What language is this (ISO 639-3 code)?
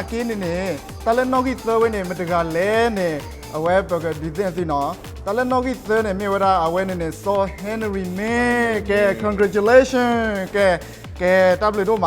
ksw